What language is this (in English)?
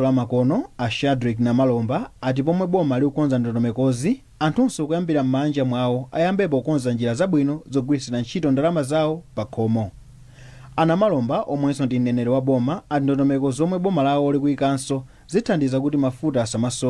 Nyanja